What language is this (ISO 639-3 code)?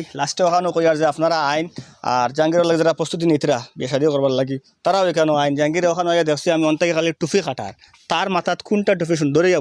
syl